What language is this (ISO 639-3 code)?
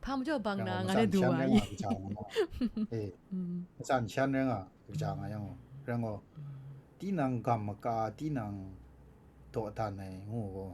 kac